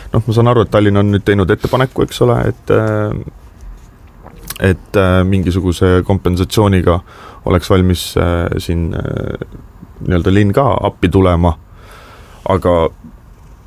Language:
Estonian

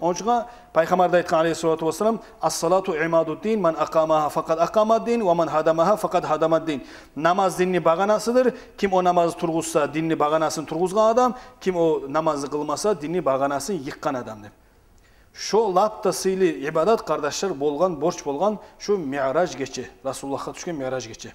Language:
Kumyk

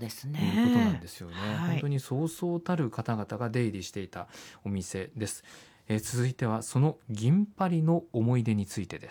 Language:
Japanese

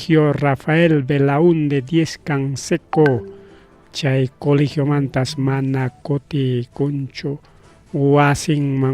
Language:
Ayacucho Quechua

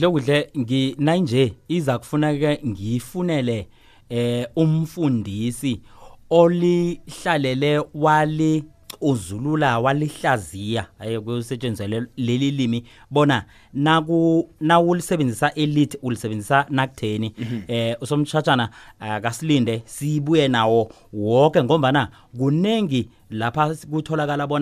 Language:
South Ndebele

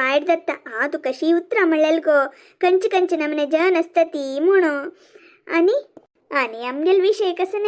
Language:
Konkani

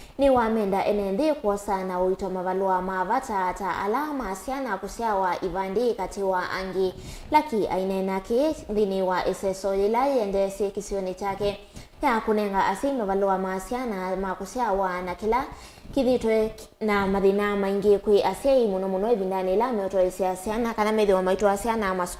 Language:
Kamba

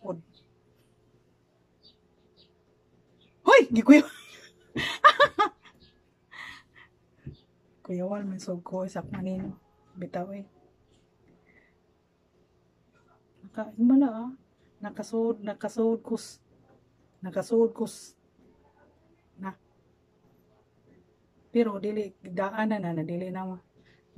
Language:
Cebuano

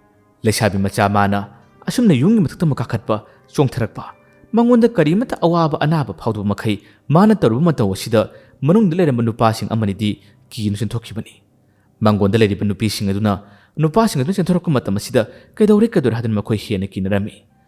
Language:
Manipuri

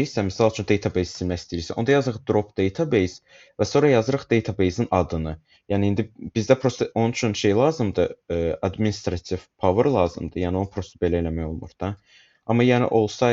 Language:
Azerbaijani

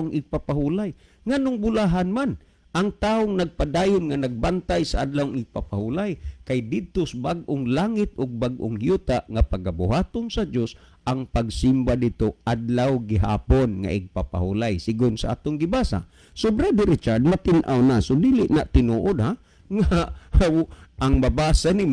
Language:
Cebuano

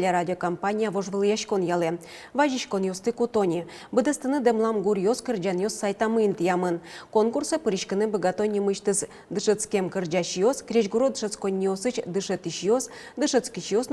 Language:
Udmurt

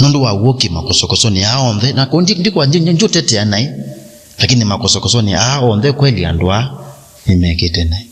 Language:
Kamba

